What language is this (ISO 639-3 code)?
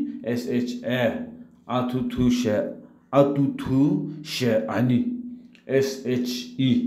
nsm